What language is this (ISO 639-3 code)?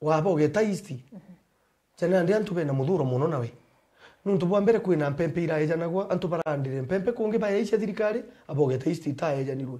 mer